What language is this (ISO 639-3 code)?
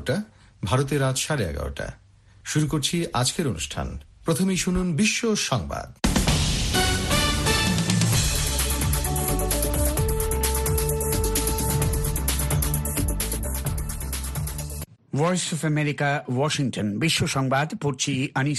ben